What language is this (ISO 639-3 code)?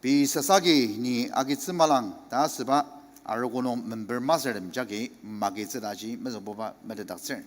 njo